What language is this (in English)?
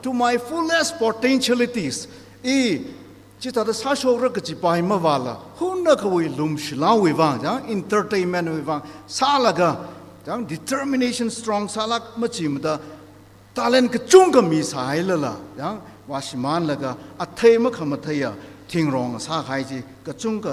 Tangkhul Naga (India)